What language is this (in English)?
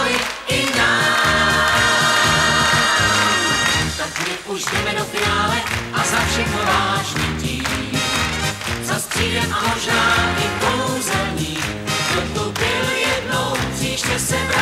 Czech